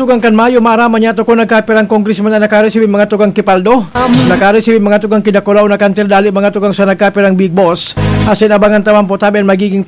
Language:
Bikol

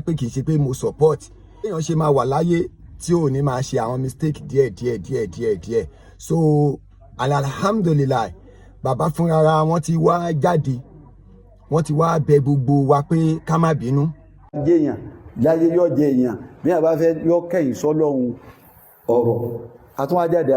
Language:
Yoruba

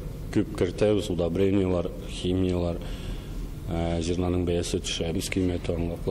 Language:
Tatar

